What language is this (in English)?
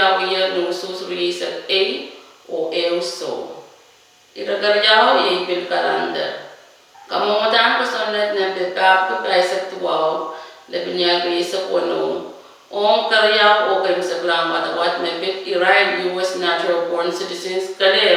Pohnpeian